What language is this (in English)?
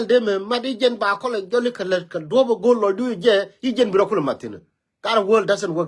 Nuer